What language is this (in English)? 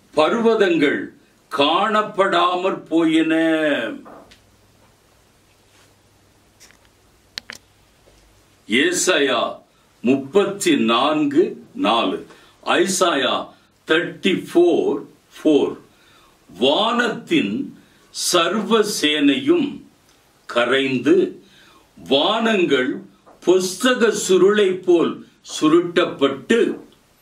Tamil